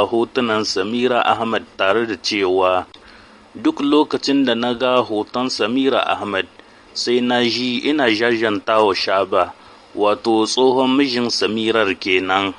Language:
Hausa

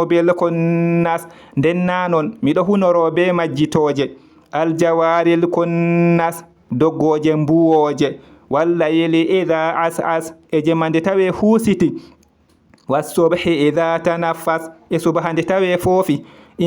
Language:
Fula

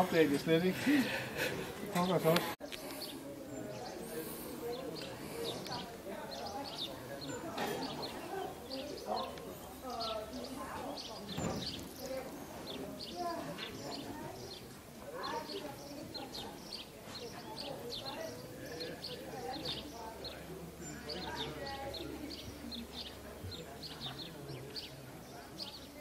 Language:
Danish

